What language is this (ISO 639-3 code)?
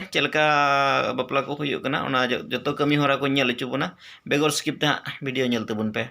sat